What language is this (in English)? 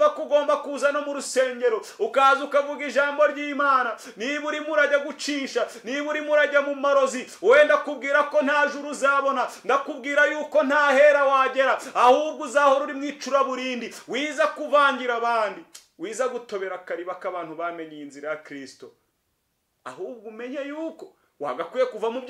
Kinyarwanda